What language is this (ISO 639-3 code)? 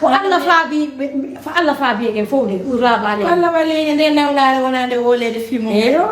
ful